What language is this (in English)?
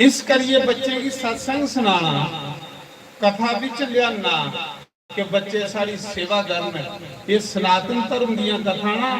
Dogri